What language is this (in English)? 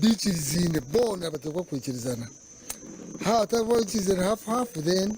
Nyankole